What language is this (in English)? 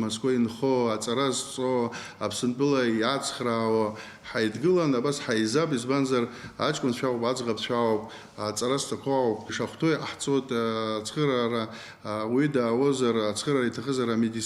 Abkhazian